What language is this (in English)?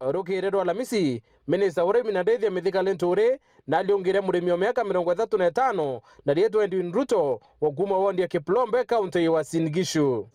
Meru